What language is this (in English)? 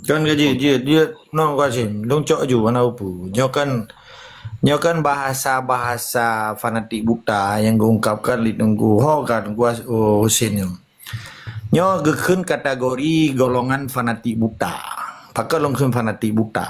Achinese